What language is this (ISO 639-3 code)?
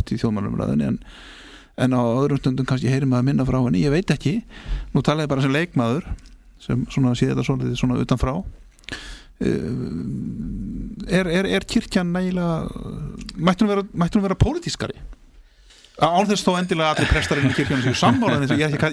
isl